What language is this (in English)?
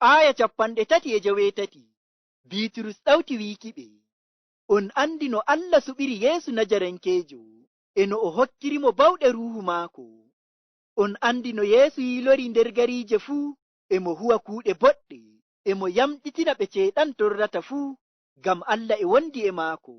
Nigerian Fulfulde